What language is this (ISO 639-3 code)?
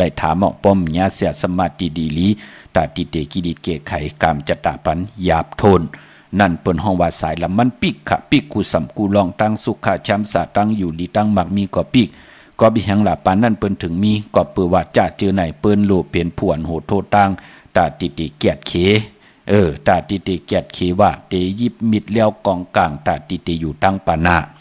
shn